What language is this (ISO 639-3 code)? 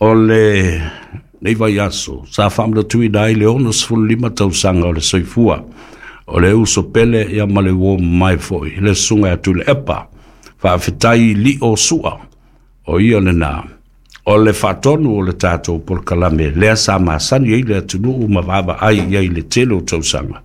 smo